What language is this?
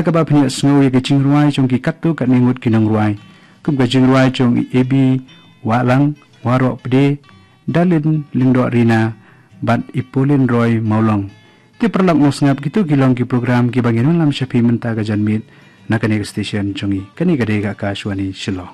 Khasi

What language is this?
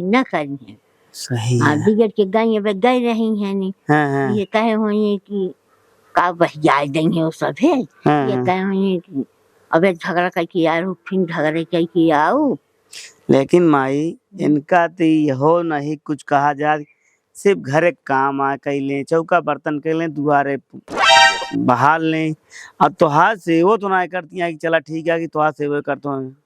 Awadhi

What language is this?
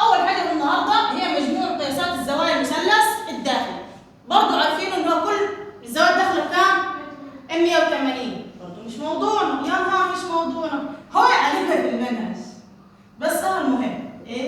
Egyptian Arabic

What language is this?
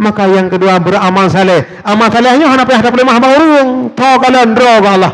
Achinese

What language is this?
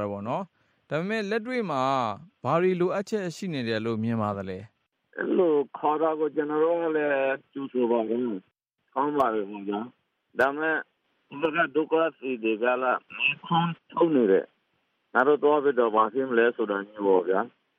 Burmese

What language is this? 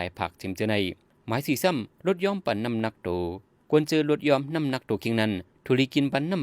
Shan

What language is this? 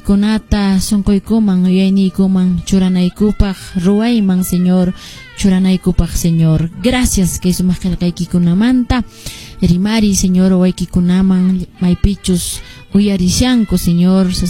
Quechua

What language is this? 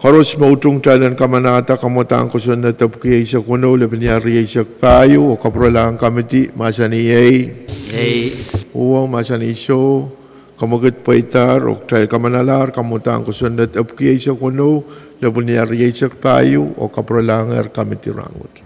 Pohnpeian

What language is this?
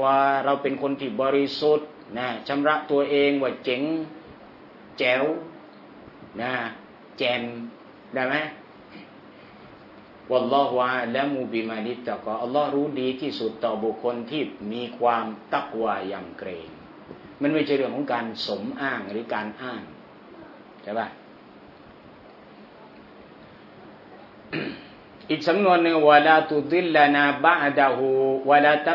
Thai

